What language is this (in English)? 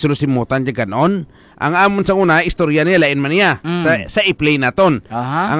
Hiligaynon